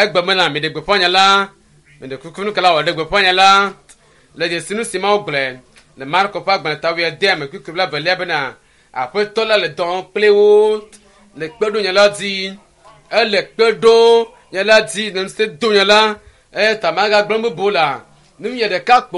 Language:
Ewe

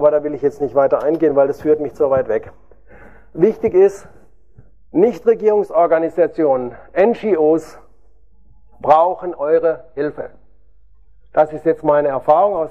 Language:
German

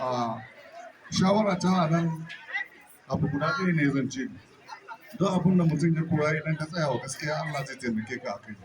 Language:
Hausa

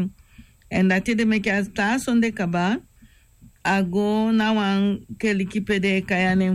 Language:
Sranan Tongo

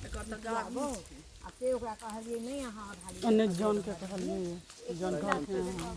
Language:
Maithili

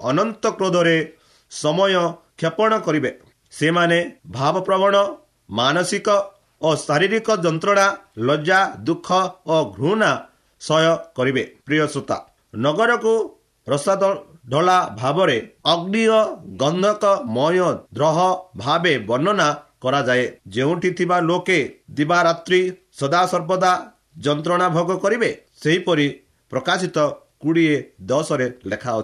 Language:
Odia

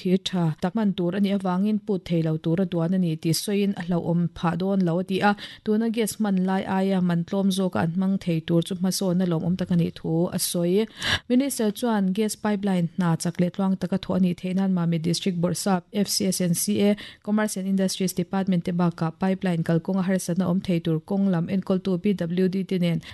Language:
Mizo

